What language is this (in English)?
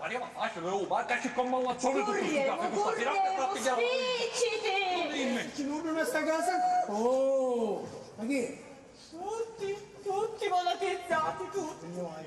Sicilian